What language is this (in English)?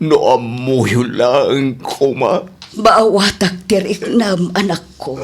Iloko